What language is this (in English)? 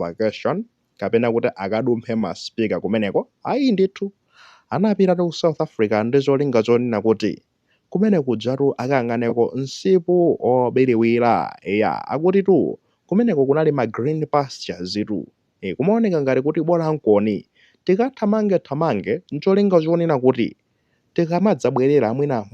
Nyanja